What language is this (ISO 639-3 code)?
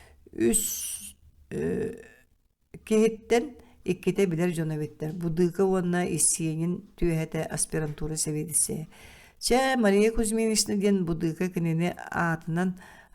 sah